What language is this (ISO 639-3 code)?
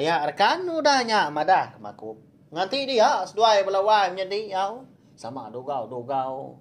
iba